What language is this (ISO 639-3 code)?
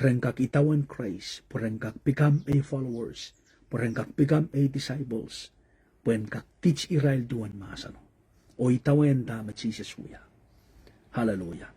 pon